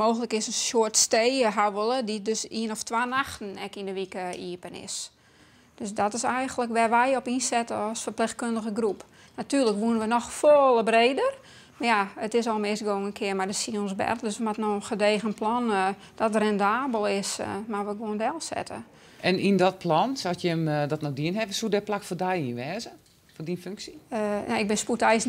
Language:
Western Frisian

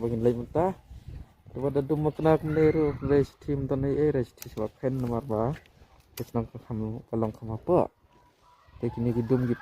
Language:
Khasi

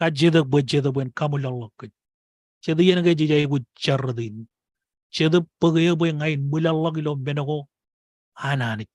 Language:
Marshallese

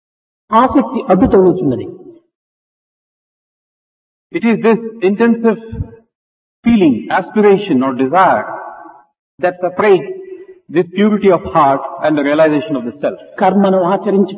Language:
Telugu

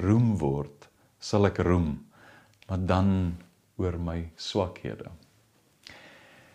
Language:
Afrikaans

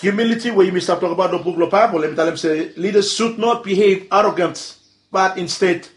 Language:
Bislama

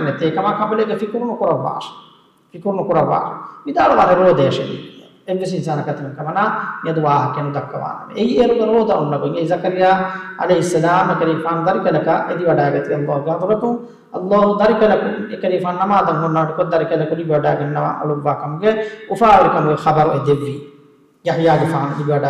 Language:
Divehi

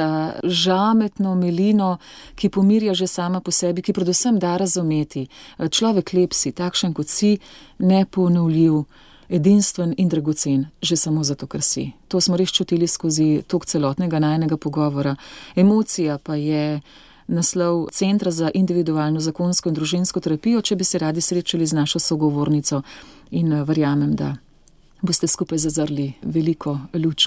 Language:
Slovenian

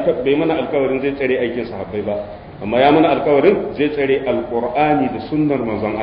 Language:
Hausa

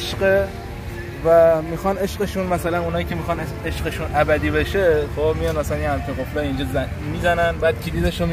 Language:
Persian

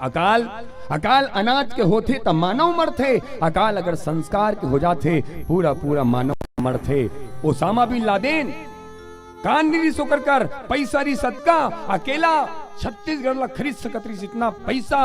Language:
Chhattisgarhi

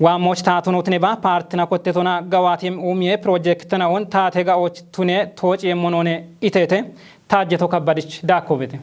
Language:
Kafa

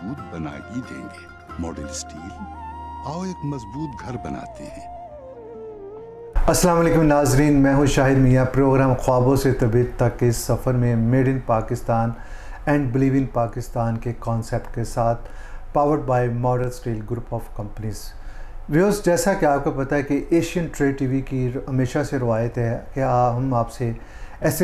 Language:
Urdu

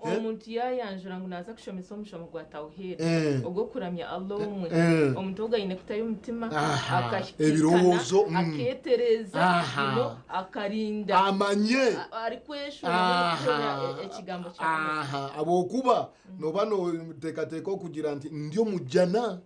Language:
Nyankole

